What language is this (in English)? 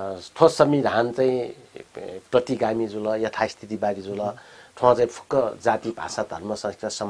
Newari